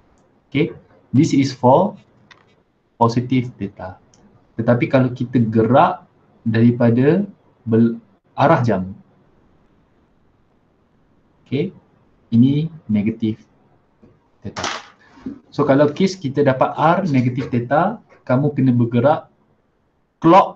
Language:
Malay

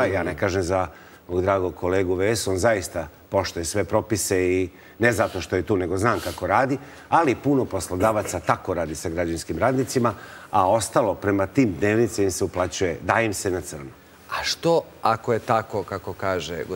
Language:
Serbian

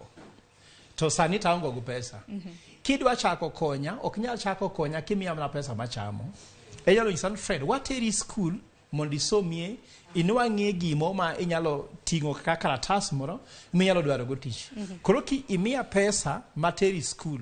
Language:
Luo (Kenya and Tanzania)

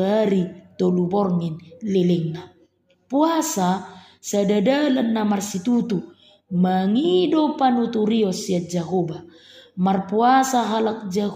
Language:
Batak Toba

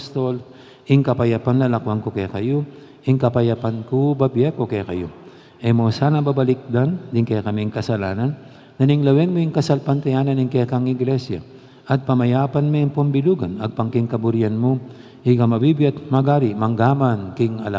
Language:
Pampanga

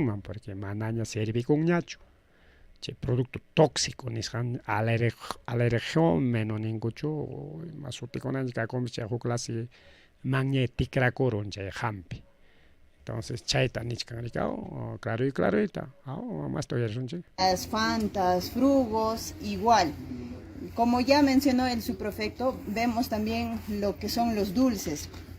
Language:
Ayacucho Quechua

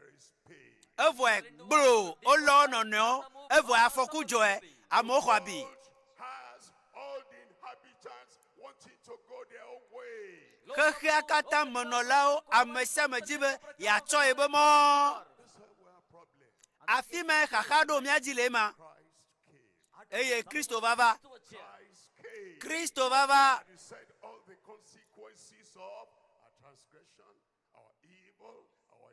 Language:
Ewe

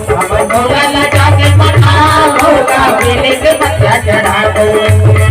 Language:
Chhattisgarhi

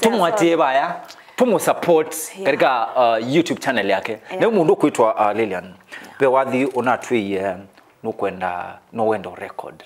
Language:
Kamba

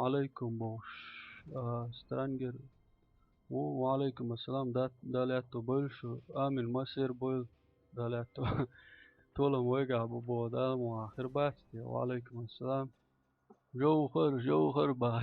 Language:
Chechen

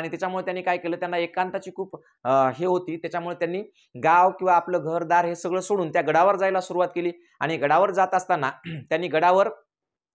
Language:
Marathi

